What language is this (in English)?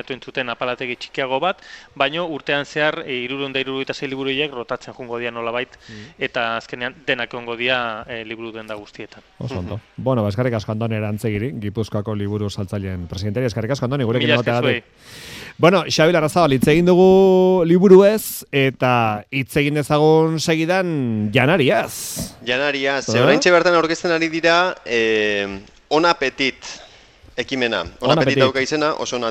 Basque